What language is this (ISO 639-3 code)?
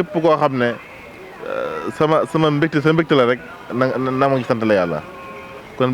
wol